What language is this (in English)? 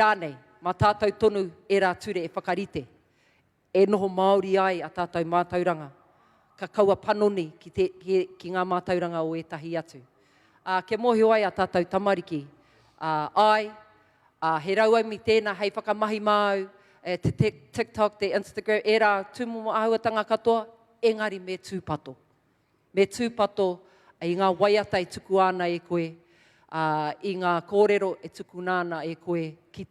Māori